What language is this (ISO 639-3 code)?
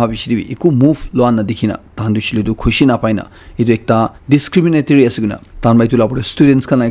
nag